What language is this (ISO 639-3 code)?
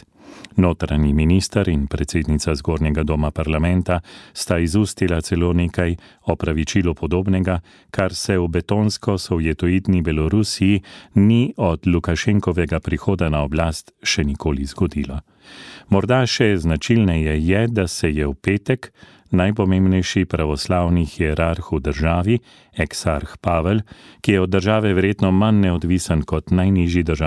slv